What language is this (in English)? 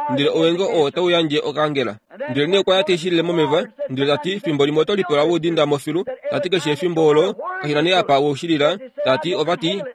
Kuanyama